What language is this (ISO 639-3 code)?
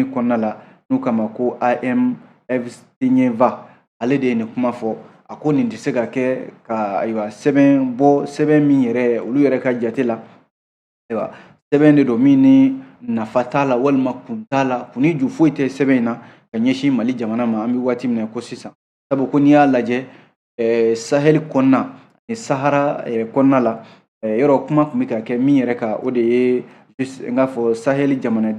bam